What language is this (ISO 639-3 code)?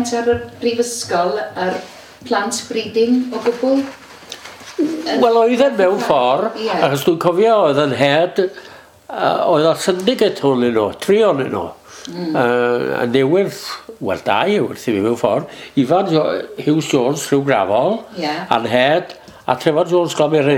cym